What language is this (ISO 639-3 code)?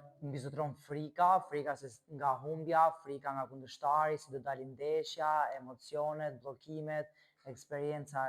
sqi